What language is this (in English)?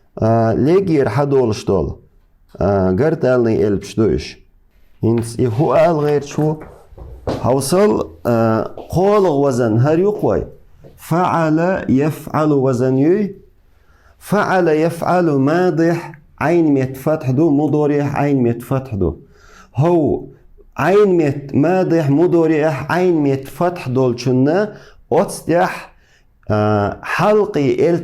Chechen